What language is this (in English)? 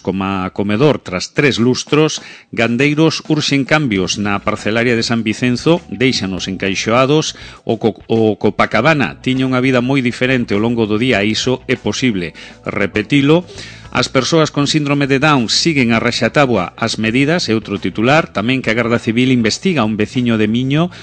Galician